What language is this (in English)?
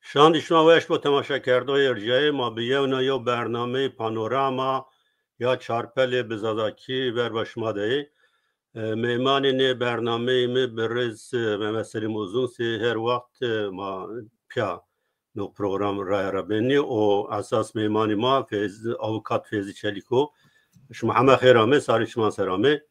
Zaza